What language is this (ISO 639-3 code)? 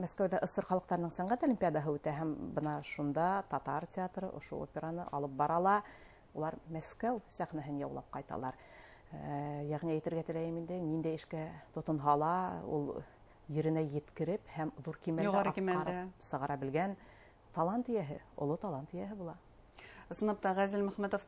bak